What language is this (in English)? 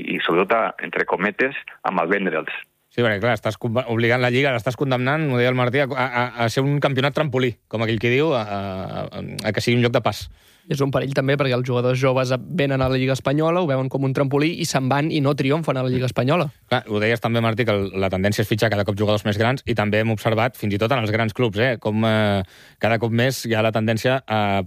Catalan